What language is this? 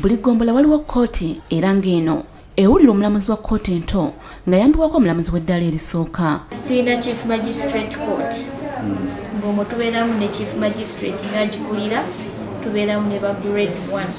Ganda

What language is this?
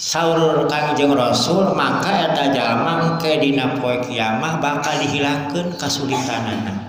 Sundanese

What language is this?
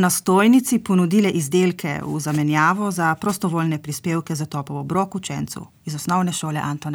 Slovenian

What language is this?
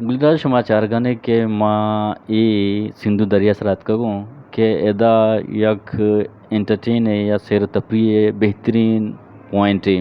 Eastern Balochi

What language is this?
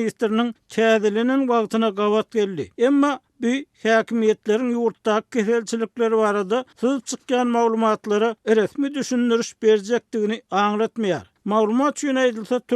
Turkmen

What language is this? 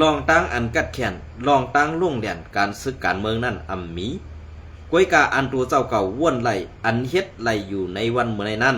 Shan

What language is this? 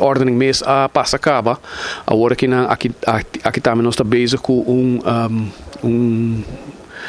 Papiamento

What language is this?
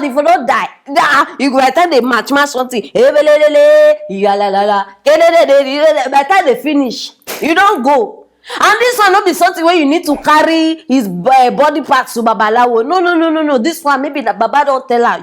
Nigerian Pidgin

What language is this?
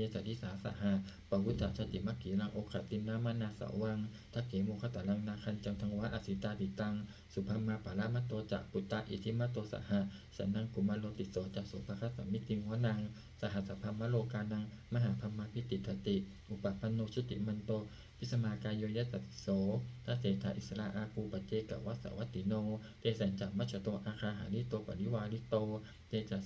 Pali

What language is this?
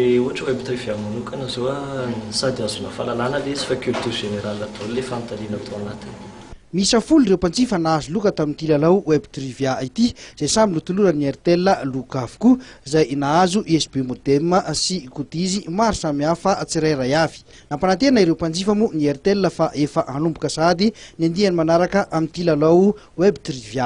Malagasy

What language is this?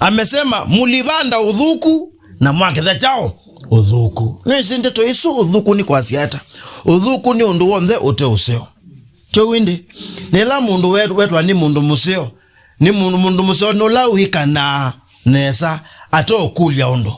Kamba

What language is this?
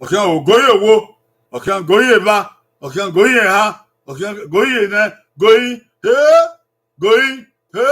Bini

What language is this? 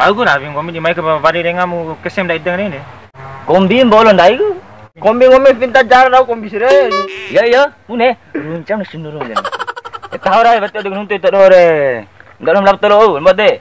Bima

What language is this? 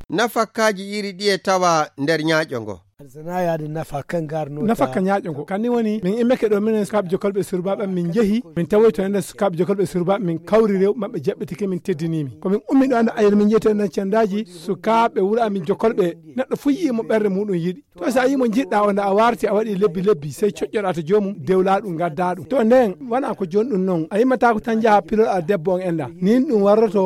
Nigerian Fulfulde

